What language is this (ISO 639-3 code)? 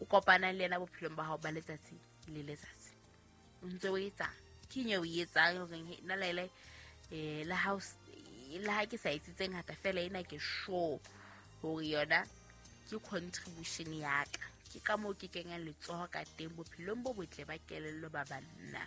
sot